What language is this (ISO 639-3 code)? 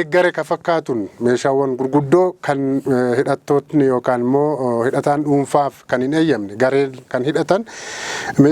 orm